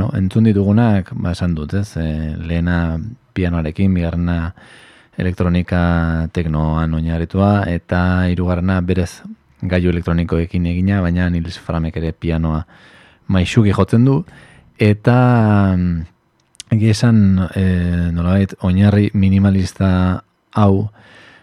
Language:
Basque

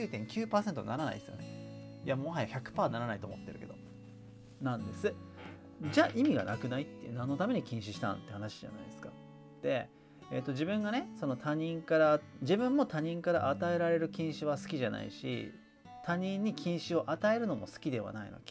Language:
Japanese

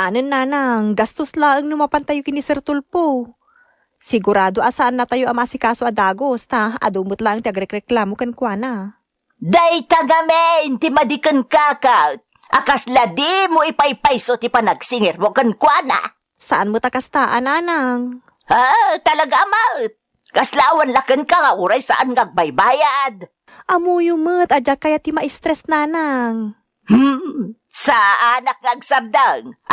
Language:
Iloko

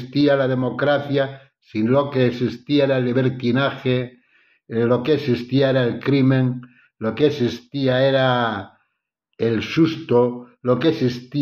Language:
Spanish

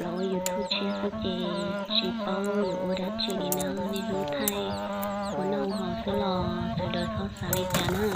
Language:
Hmong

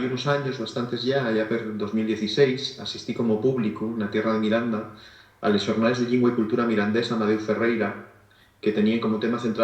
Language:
Asturian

